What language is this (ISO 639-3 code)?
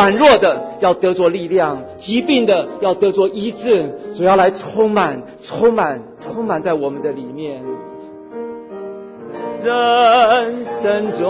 zho